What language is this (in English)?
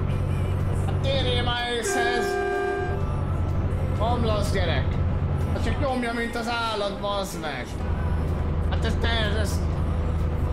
Hungarian